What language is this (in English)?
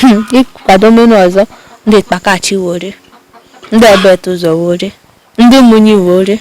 Igbo